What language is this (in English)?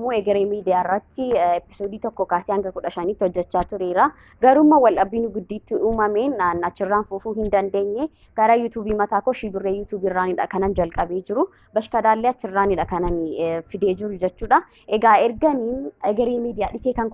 Oromo